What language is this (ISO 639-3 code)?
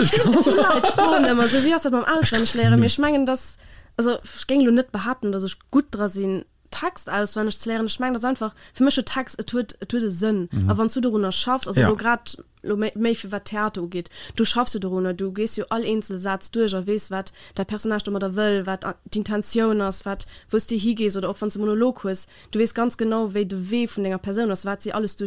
ltz